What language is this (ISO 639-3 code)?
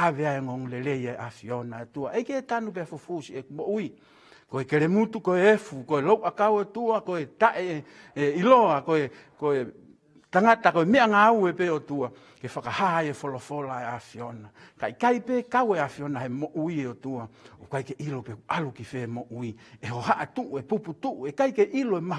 ton